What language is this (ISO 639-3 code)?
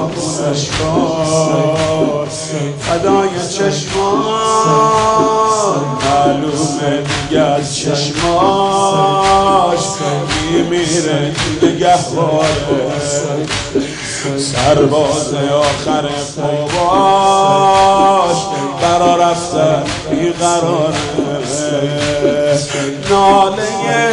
fas